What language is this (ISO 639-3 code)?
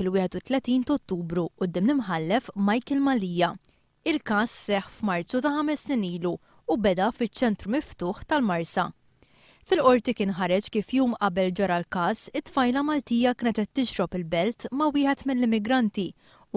mlt